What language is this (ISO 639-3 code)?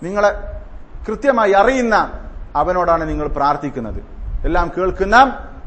mal